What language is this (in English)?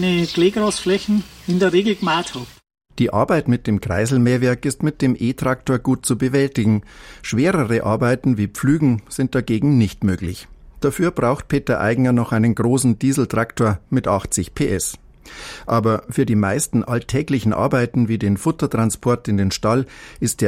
German